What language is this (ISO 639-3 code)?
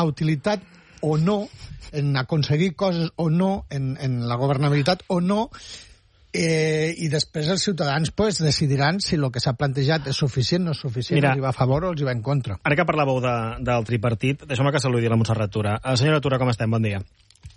cat